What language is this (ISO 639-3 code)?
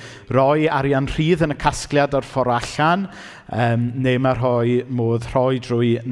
cym